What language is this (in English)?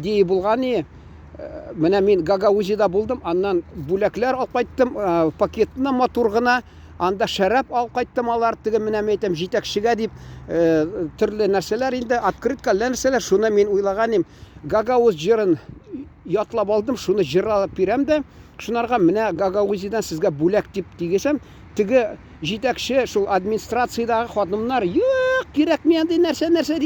Tatar